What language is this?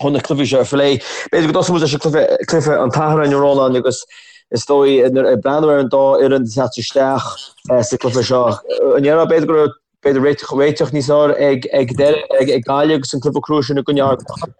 Irish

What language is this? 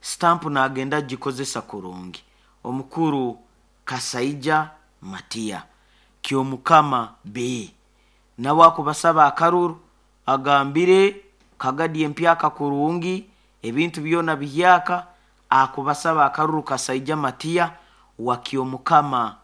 Nyoro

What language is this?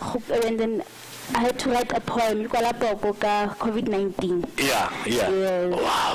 Tswana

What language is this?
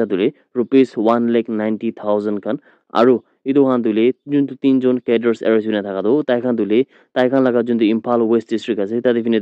Naga Pidgin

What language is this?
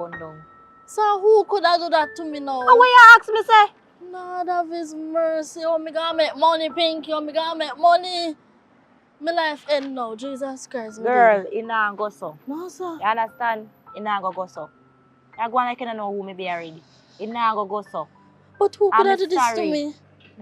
Jamaican Creole English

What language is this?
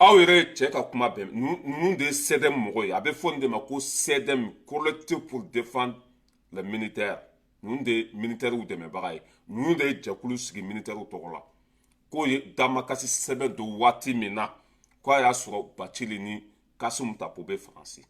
Bambara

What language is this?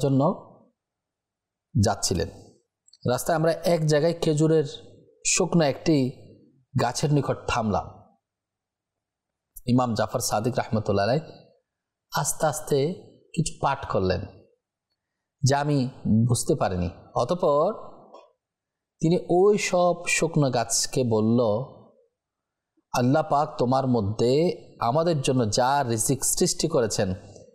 Bangla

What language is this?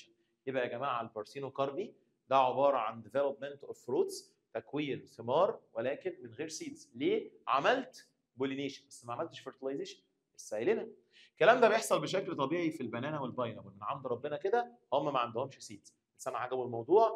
Egyptian Arabic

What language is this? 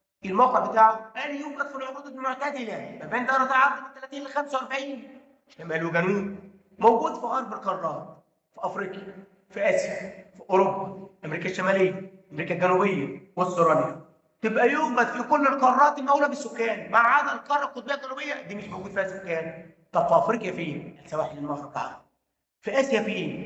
Egyptian Arabic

